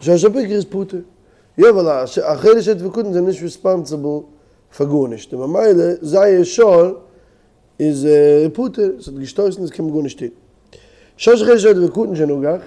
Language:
Yiddish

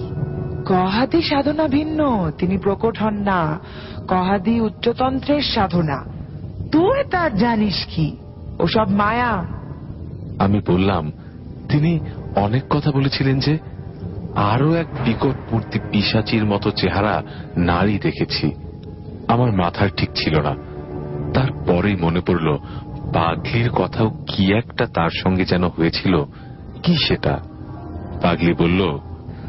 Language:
Bangla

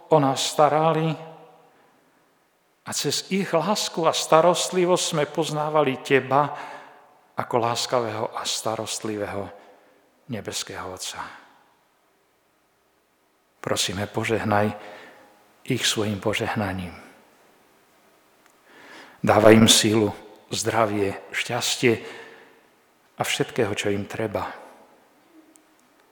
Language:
Slovak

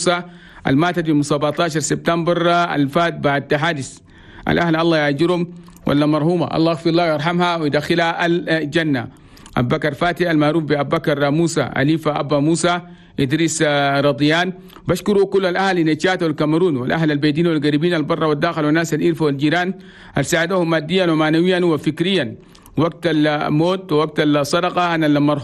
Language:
Chadian Arabic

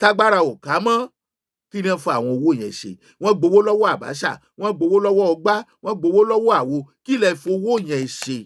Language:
Yoruba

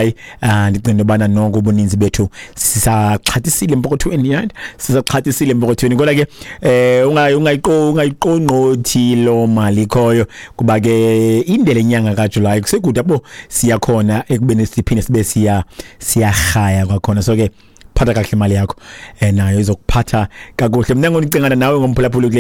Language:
Xhosa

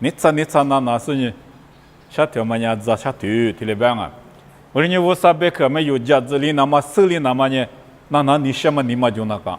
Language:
Lisu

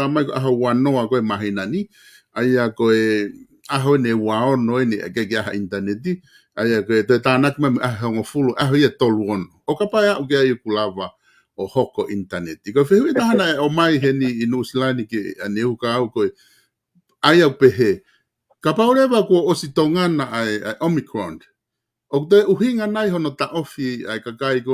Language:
Tongan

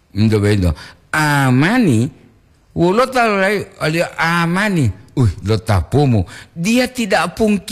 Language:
Gorontalo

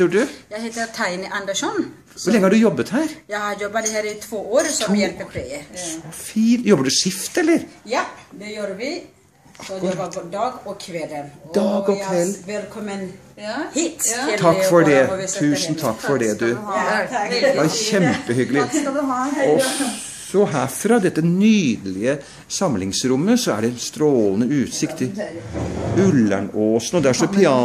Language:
Norwegian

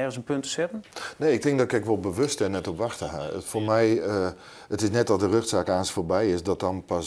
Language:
Western Frisian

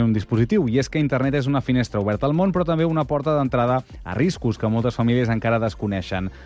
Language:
Catalan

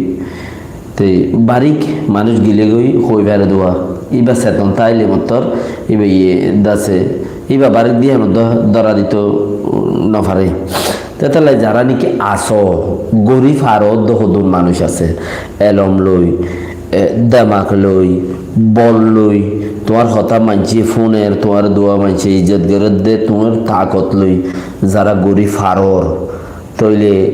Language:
Rohingya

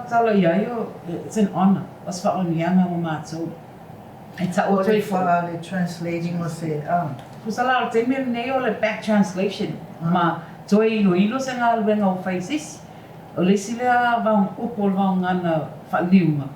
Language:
Samoan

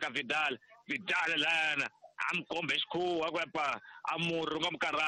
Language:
Tsonga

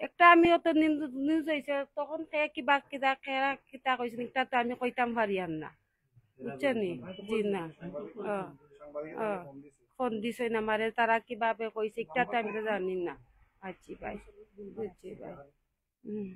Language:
Sylheti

